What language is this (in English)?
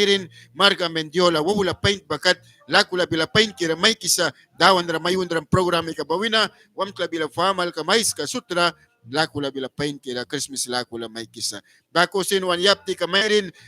Mískito